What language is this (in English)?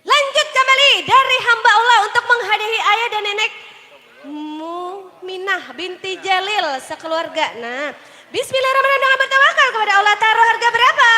Banjar